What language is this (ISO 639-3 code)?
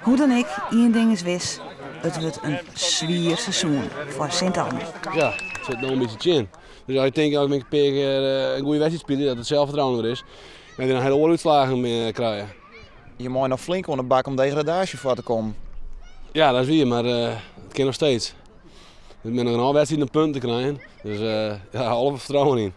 fry